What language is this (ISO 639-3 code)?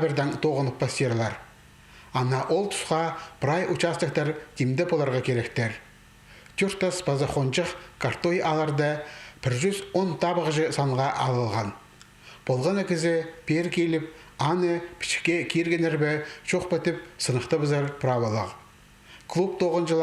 kjh